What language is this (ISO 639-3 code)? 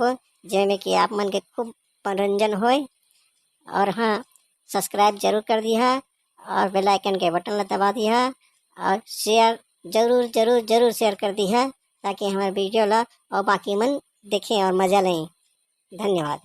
hne